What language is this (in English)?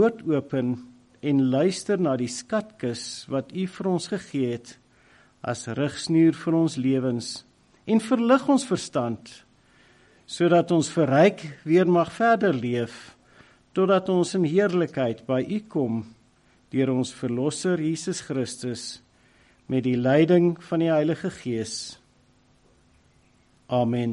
Afrikaans